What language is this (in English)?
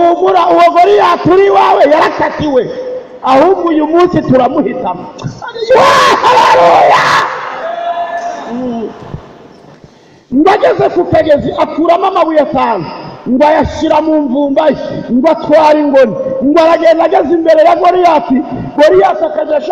Kinyarwanda